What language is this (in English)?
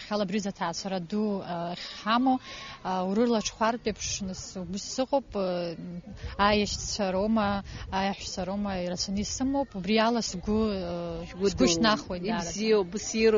Abkhazian